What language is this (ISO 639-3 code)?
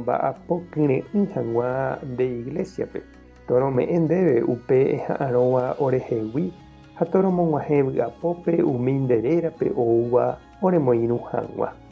grn